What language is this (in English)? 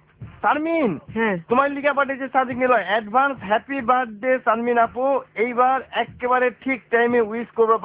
Bangla